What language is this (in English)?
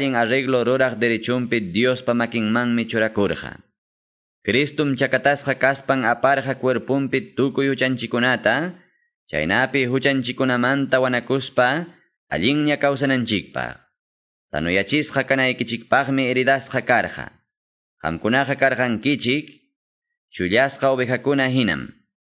Quechua